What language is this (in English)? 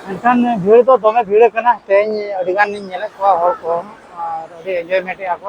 Santali